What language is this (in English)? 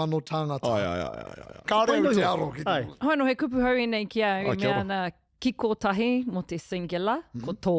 Māori